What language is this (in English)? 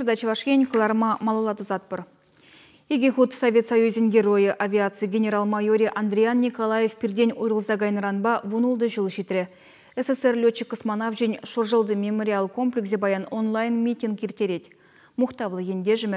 Chuvash